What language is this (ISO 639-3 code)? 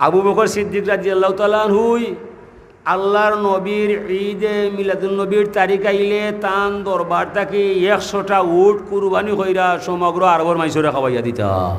syl